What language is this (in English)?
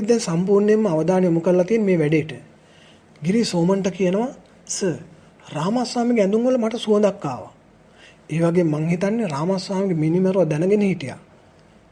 Sinhala